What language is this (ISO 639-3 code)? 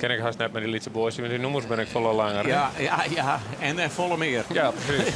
fry